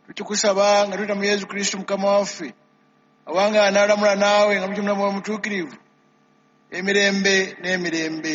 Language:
Ganda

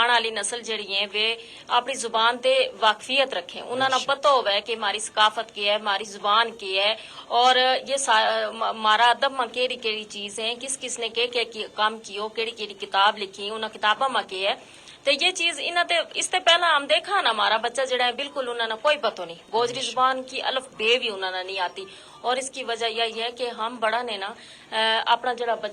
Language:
Gujari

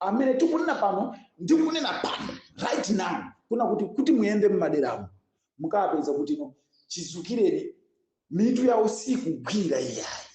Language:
Nyanja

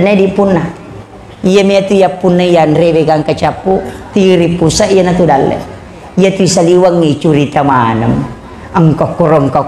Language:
Buginese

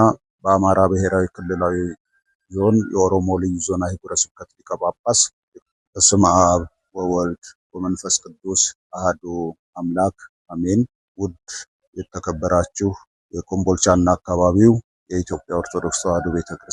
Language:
Amharic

